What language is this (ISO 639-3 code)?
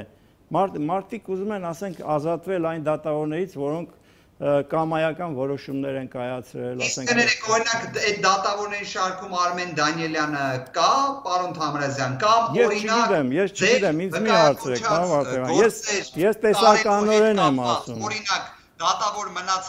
hye